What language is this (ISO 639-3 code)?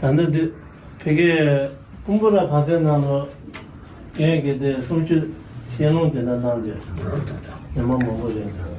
bod